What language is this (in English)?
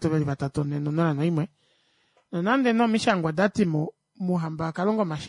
Kuanyama